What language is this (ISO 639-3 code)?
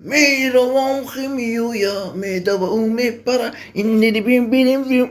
tgk